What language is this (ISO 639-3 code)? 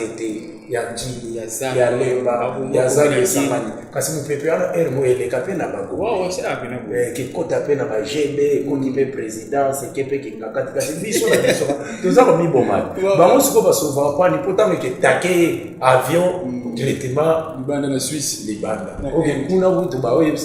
lin